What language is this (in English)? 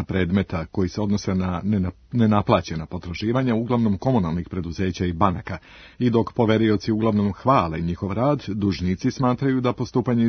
Serbian